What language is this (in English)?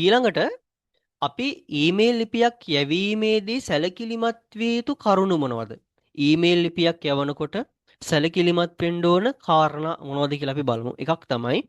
Sinhala